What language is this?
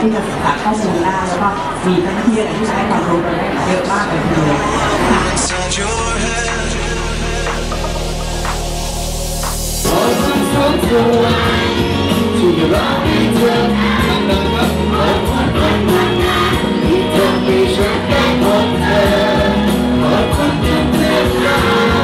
Thai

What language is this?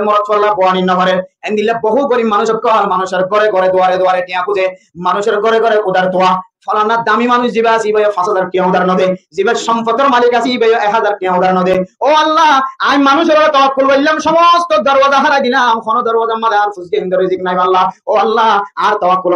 Rohingya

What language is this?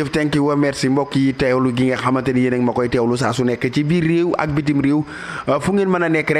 Wolof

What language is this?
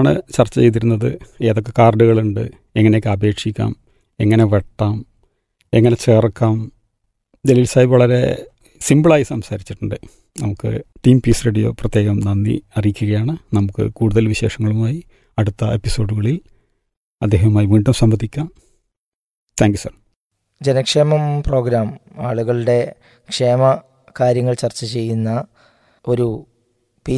Malayalam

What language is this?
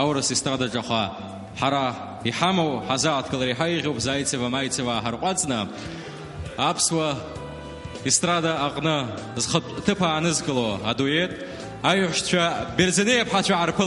Abkhazian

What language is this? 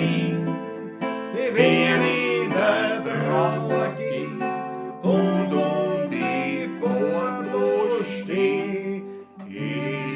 Bavarian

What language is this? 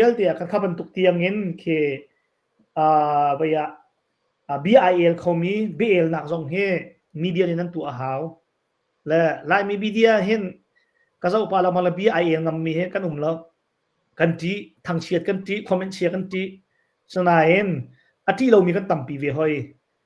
Hakha Chin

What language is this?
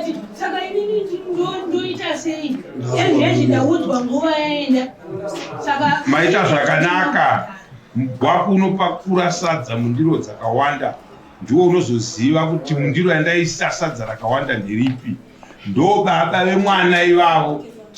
Shona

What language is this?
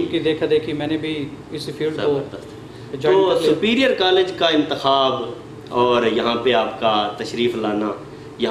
Urdu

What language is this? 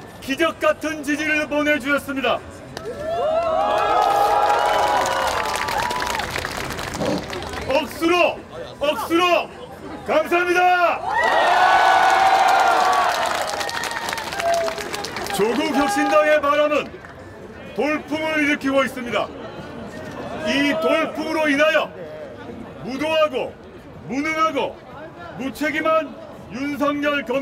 Korean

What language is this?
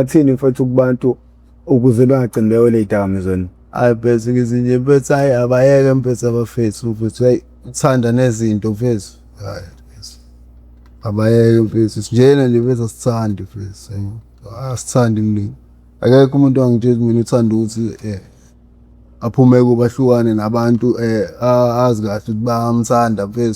Zulu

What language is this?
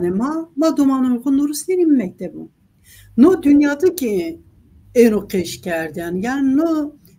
Zaza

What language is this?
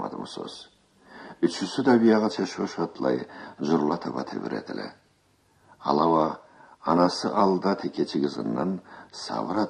Karachay-Balkar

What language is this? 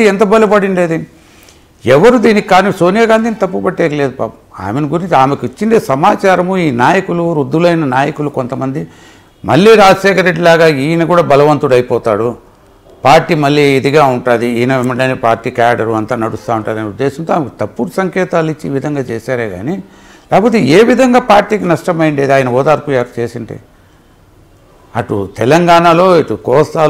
Telugu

